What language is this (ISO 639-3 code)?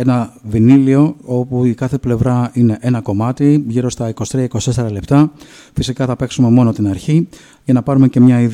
ell